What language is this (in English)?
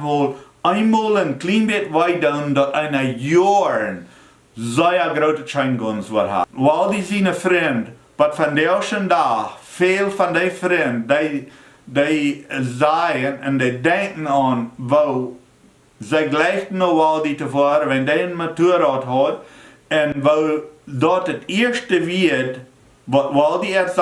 Plautdietsch